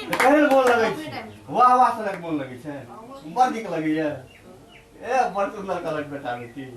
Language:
Maithili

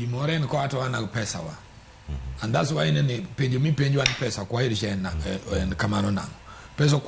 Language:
Luo (Kenya and Tanzania)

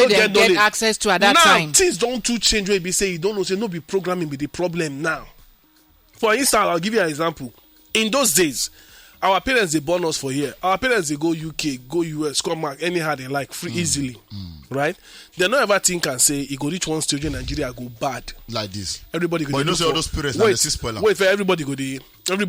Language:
Nigerian Pidgin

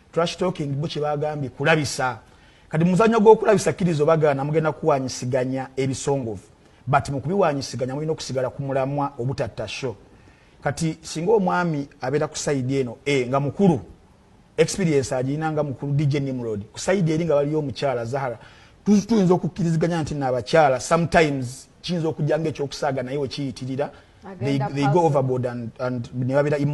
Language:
Ganda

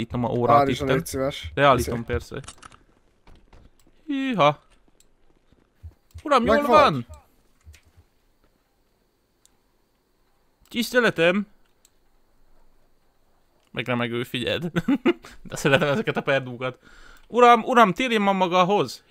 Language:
Hungarian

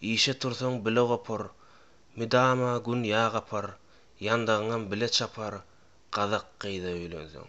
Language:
Turkmen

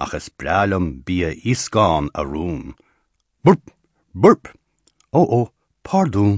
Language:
Irish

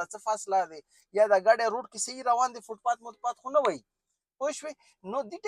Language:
Pashto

